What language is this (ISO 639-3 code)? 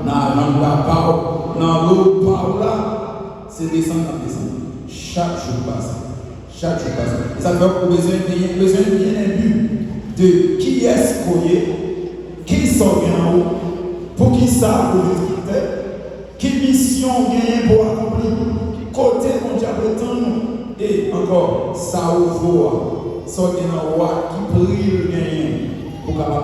hat